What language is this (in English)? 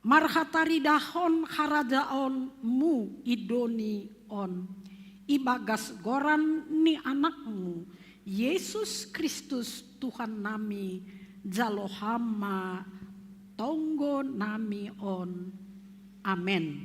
Batak Simalungun